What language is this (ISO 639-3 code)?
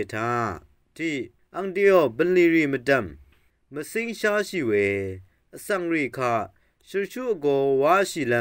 raw